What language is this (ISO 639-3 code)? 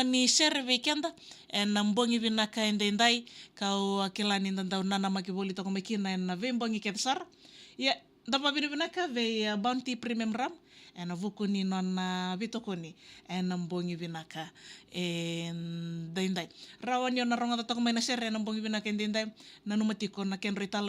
fij